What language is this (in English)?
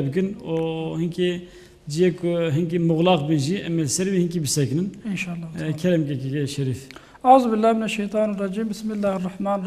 Kurdish